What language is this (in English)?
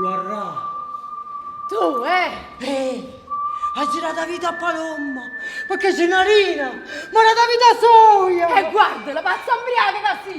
Neapolitan